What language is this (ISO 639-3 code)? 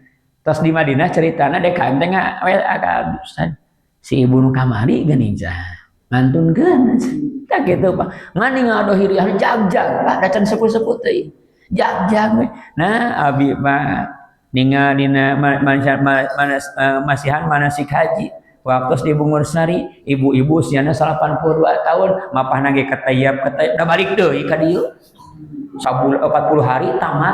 sun